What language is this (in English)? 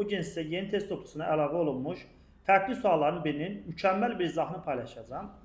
Azerbaijani